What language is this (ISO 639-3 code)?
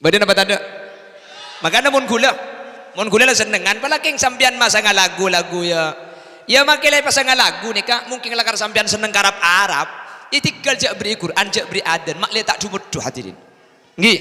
mad